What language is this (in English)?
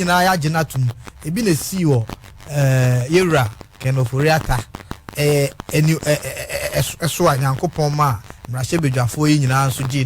Akan